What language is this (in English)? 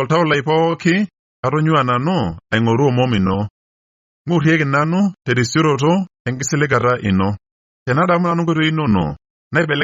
Masai